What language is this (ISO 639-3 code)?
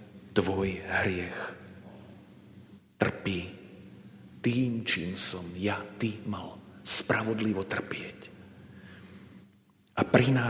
slk